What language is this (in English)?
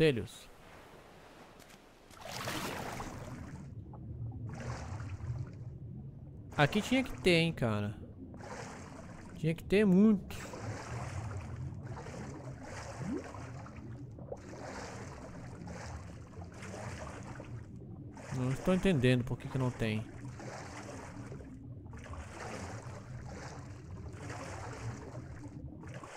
Portuguese